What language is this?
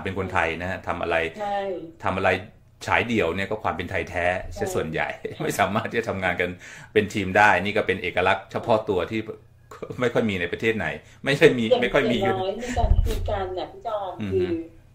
Thai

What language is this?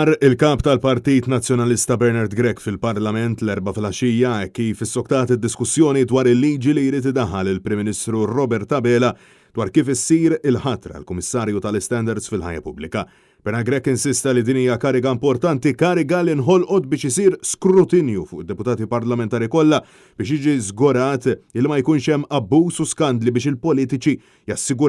Maltese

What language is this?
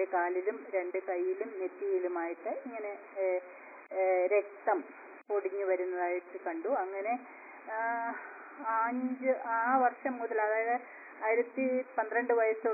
Malayalam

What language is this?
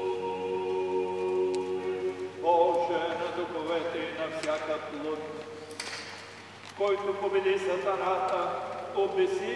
Bulgarian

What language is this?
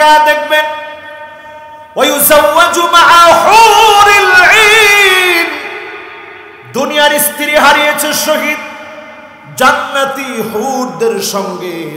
Bangla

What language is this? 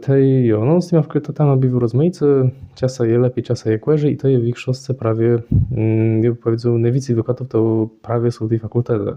Kashubian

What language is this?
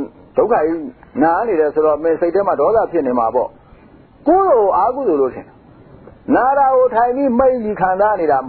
Burmese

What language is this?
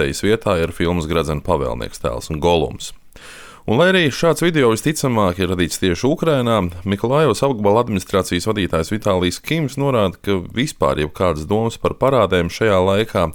Latvian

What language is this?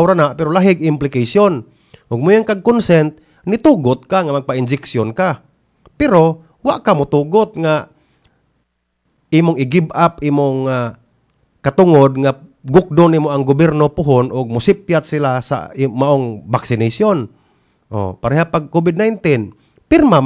Cebuano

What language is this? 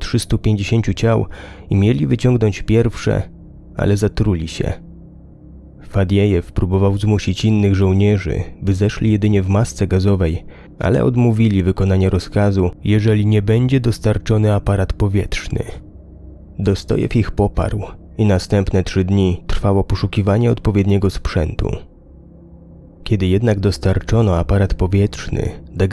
Polish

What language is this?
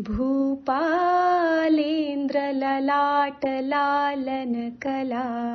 Sanskrit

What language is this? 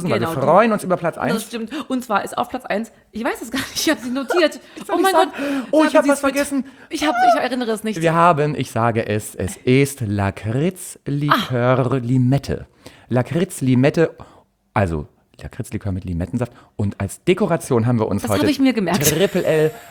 German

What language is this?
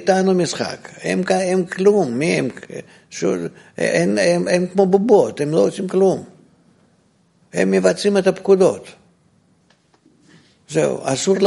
Hebrew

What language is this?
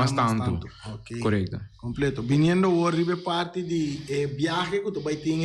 Papiamento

